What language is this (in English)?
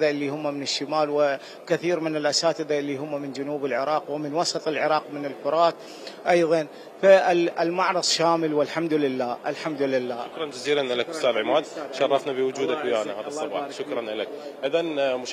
Mesopotamian Arabic